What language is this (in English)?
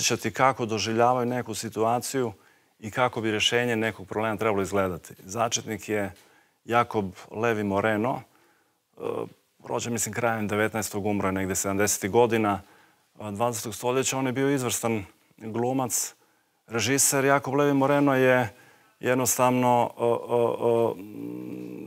Croatian